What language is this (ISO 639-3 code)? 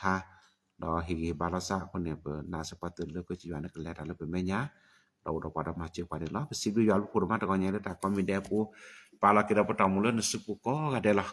ksw